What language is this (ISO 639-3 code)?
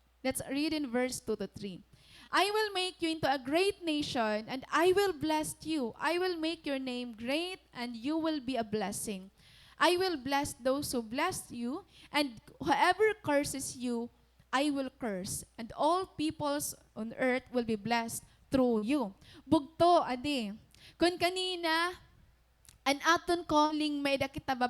war